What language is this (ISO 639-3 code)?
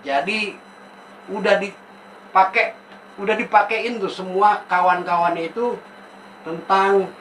bew